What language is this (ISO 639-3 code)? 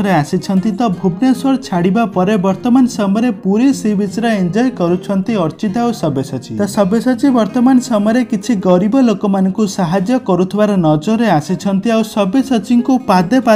ori